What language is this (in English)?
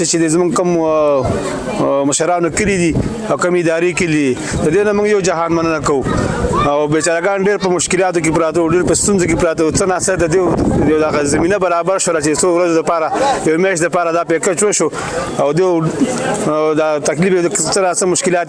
Pashto